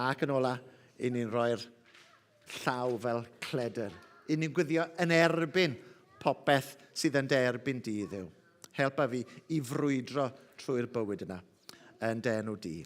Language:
Welsh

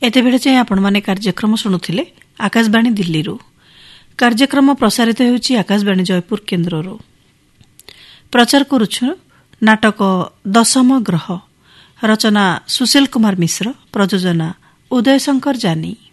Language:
Odia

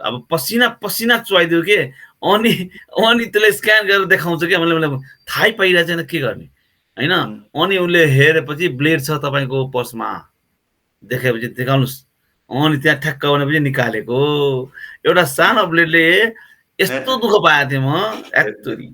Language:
Nepali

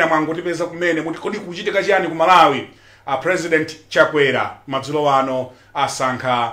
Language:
Nyanja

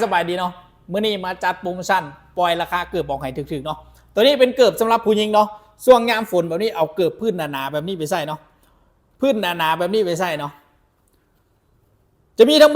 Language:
Lao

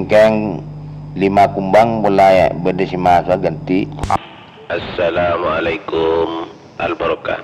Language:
Madurese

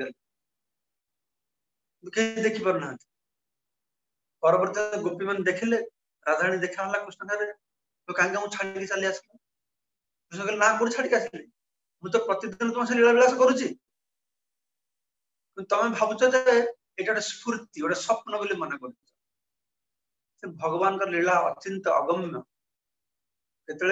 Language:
Odia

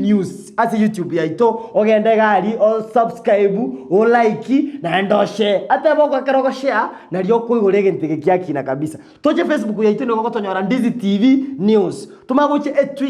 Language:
Gusii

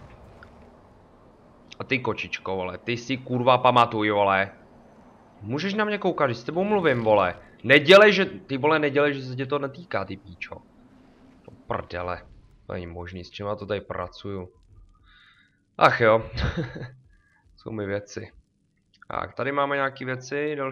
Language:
Czech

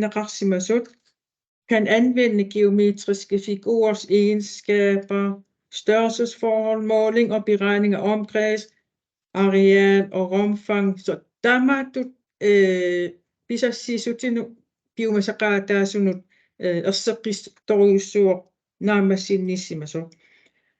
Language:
Kalaallisut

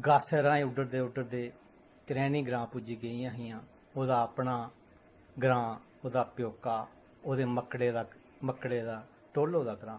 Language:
Dogri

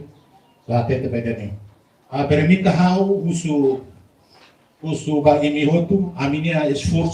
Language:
Tetum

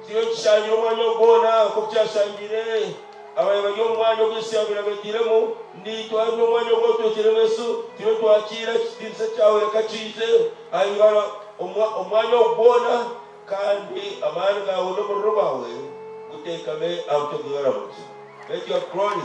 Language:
Nyankole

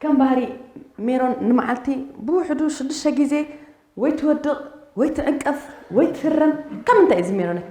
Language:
Tigrinya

